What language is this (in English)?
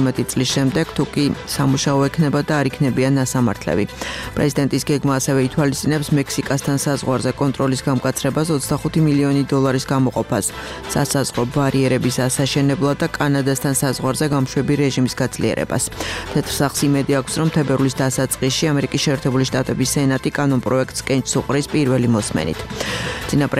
Georgian